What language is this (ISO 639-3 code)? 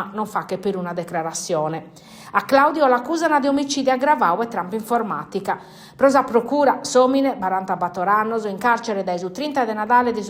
srd